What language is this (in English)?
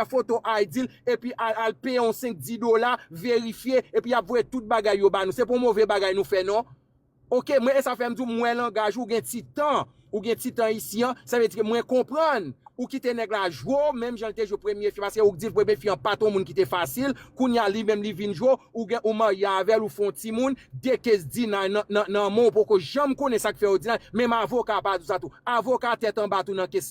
Haitian Creole